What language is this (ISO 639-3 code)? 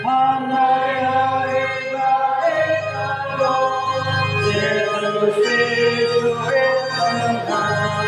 tet